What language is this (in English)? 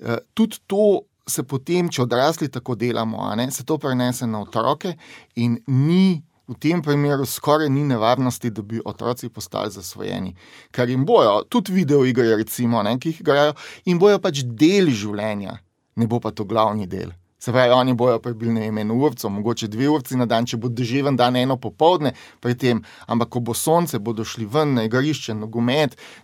Slovenian